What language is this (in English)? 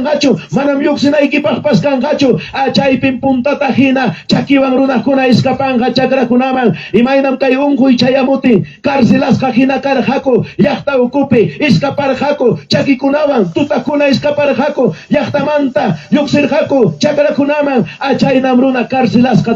Ayacucho Quechua